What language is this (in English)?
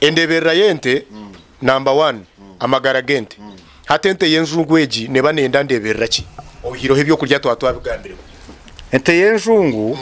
Nyankole